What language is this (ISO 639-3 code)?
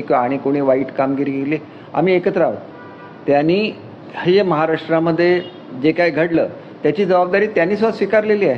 mar